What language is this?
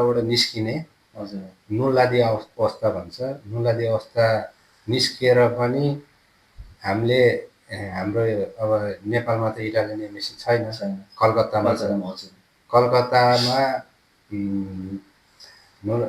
Nepali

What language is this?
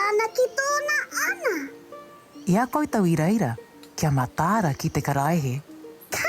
Māori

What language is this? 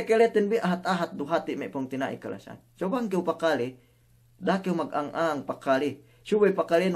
Yakan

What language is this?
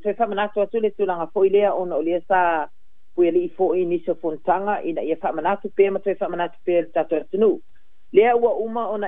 Samoan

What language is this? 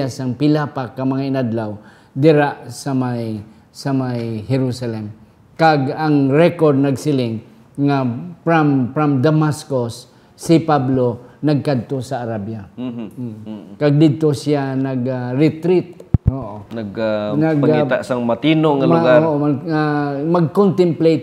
Hiligaynon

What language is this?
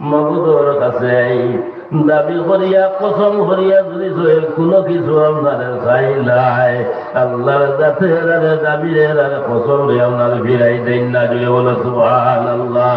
Sylheti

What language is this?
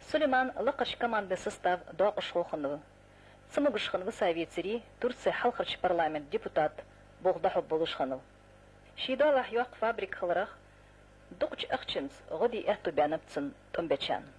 Ingush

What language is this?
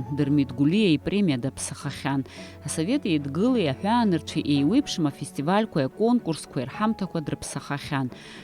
Abkhazian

